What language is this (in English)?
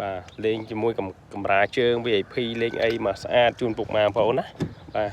Khmer